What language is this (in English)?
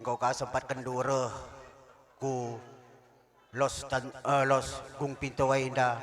Batak Karo